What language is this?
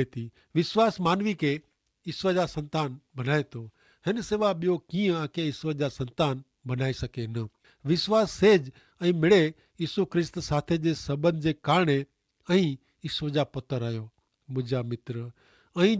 Kachhi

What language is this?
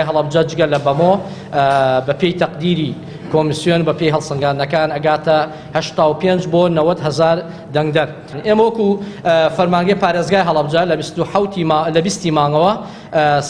Central Kurdish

